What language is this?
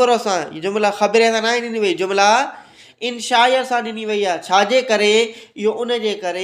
Sindhi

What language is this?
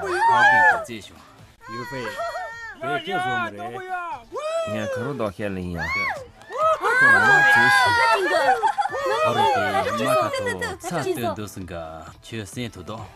Khams Tibetan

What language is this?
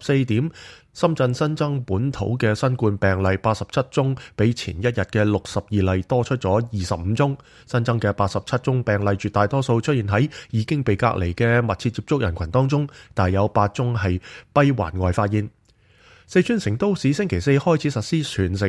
Cantonese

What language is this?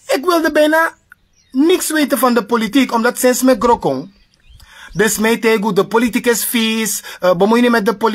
Sranan Tongo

